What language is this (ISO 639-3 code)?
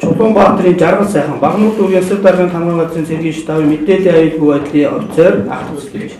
mon